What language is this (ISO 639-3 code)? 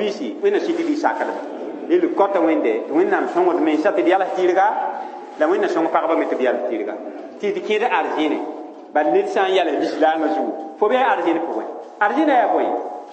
mos